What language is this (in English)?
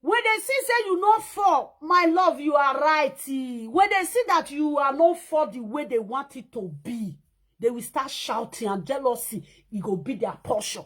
Nigerian Pidgin